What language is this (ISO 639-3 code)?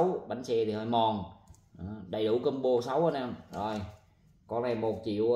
vie